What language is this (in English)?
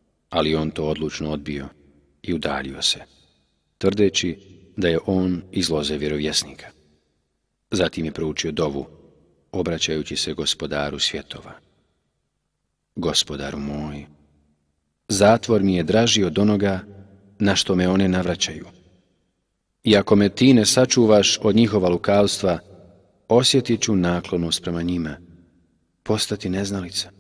Bosnian